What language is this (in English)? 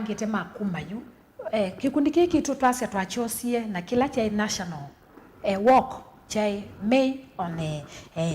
Kamba